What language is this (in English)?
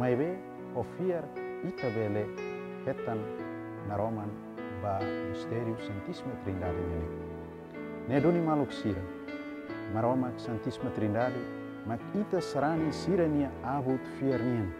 Tetum